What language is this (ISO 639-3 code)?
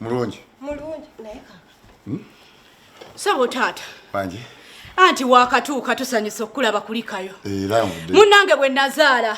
lug